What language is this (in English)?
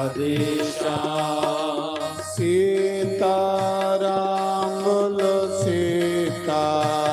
Dogri